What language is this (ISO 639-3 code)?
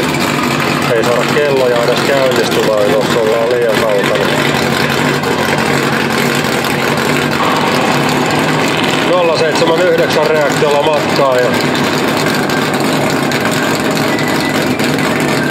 fin